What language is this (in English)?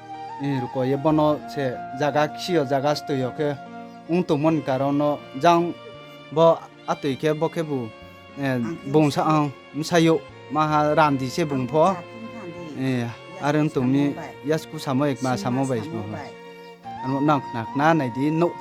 Riang (India)